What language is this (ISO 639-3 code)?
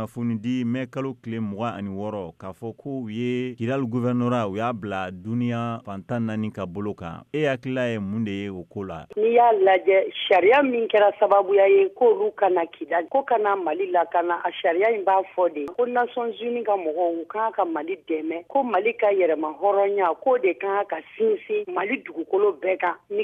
bam